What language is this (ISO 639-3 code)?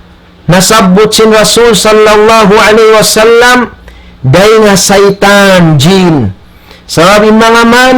tsg